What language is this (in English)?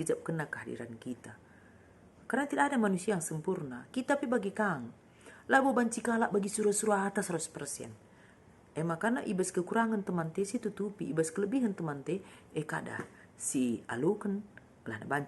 Batak Karo